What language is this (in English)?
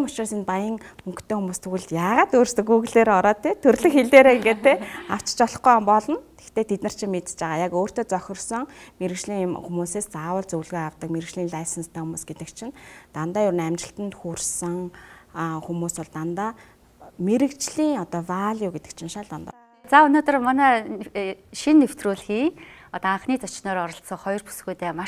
Mongolian